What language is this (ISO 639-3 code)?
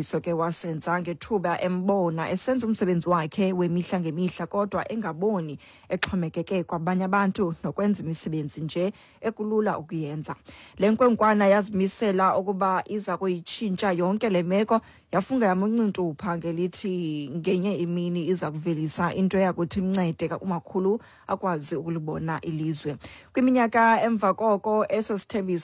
xho